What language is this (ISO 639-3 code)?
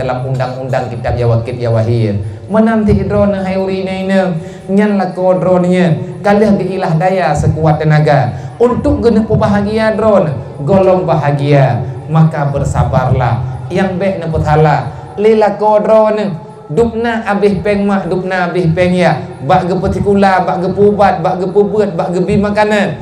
ace